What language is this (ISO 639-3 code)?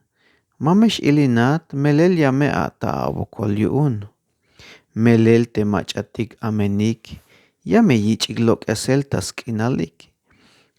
tzh